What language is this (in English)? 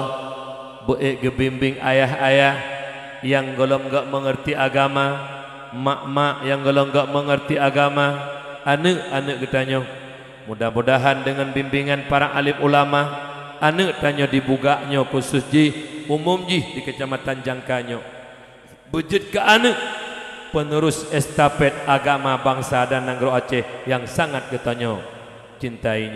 Achinese